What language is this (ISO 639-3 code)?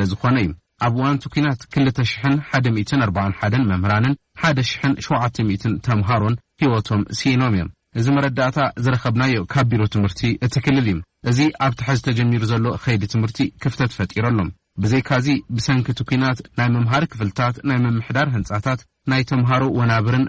tir